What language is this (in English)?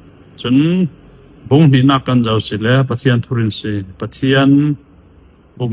Falam Chin